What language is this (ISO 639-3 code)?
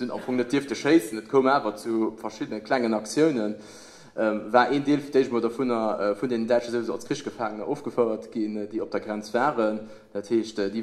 ltz